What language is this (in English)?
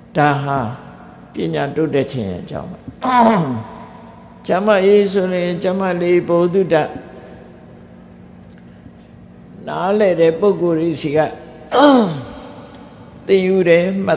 Burmese